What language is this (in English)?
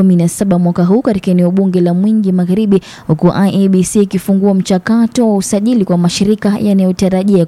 Swahili